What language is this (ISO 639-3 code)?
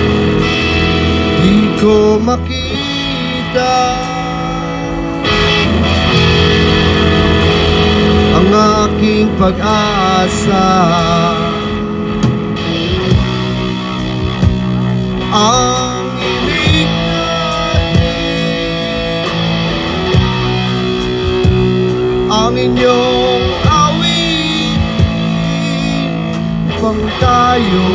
fil